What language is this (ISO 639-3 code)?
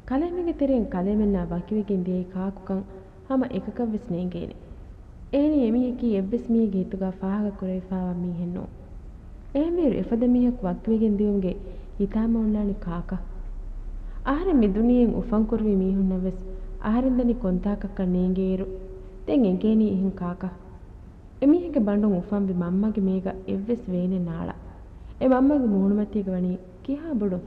div